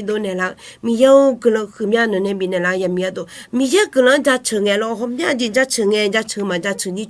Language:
Akha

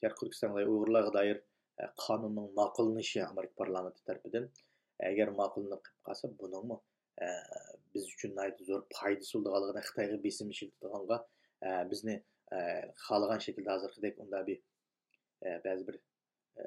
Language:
Uyghur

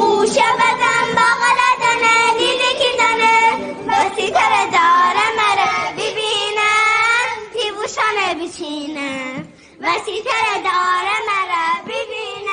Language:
Gilaki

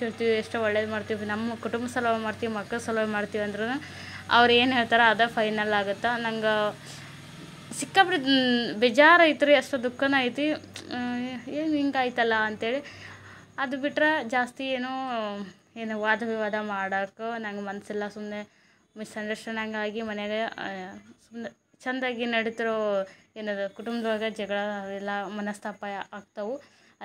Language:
Kannada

